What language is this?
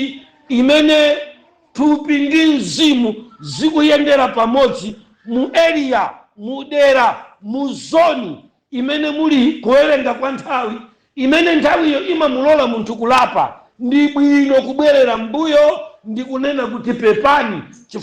Nyanja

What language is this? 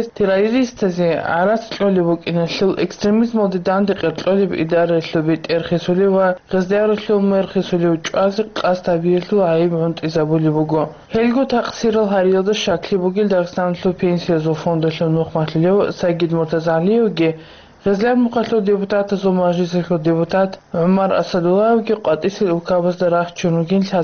Avaric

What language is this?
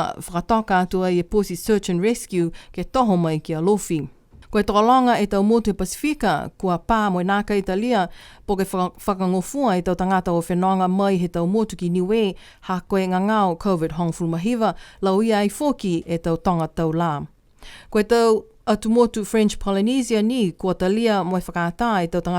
Niuean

